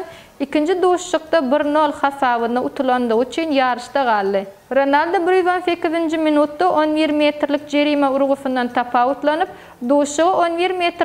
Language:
Turkmen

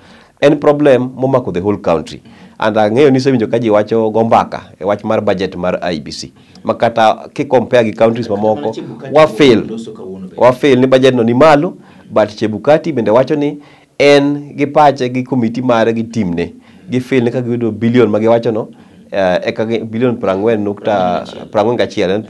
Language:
Luo (Kenya and Tanzania)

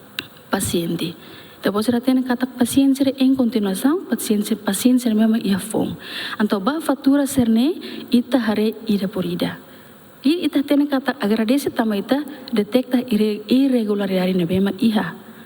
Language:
Tetum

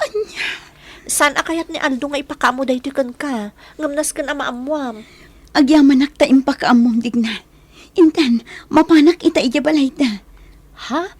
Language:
Iloko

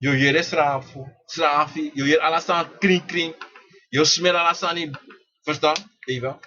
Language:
Sranan Tongo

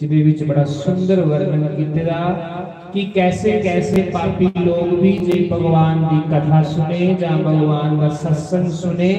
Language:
Dogri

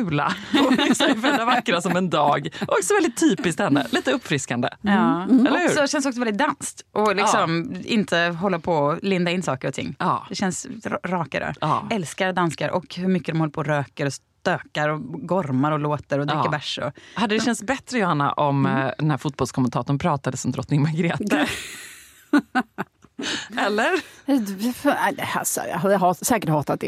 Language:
Swedish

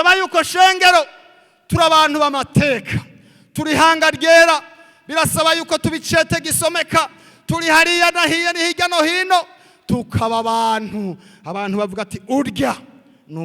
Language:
Rundi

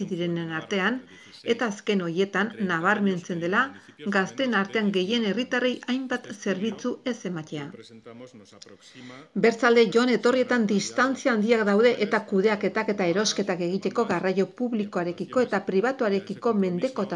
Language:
Basque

